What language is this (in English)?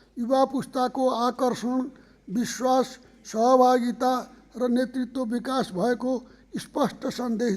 Nepali